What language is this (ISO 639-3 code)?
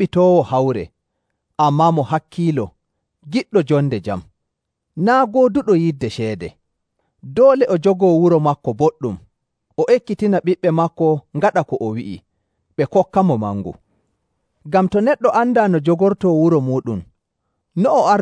fuv